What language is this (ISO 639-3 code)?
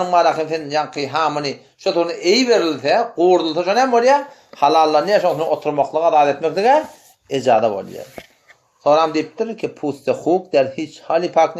tuk